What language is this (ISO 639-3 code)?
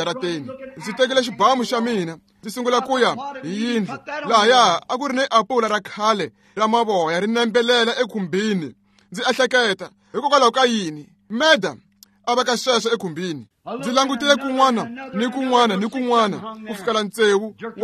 tso